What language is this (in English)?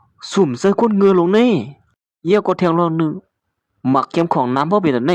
Shan